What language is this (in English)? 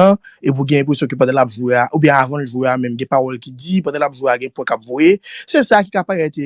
Haitian Creole